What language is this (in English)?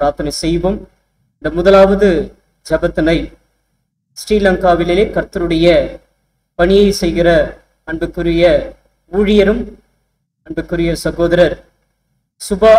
Tamil